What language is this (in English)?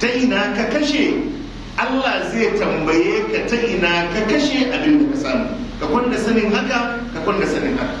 Hausa